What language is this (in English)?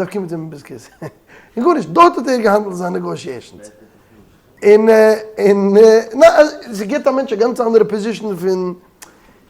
Yiddish